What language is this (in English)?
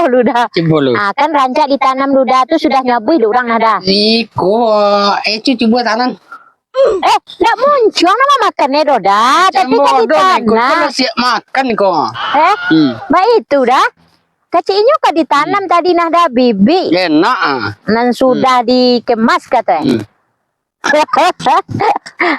Minangkabau